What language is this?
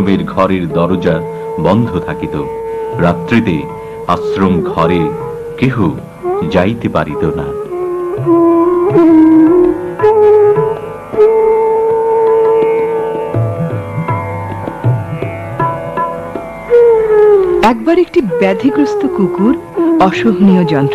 Bangla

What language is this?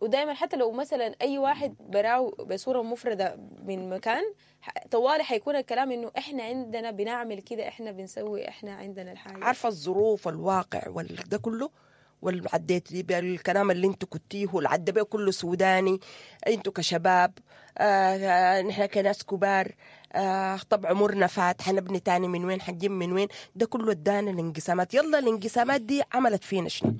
Sudanese Arabic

